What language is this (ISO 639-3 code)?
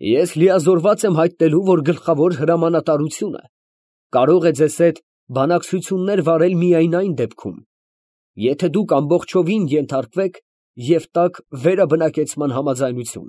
hye